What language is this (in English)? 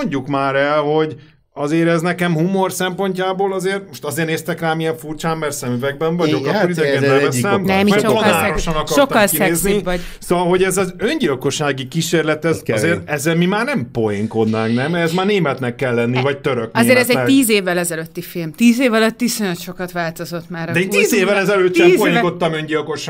Hungarian